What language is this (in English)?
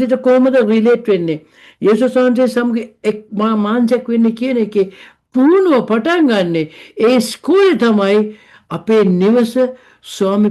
Sinhala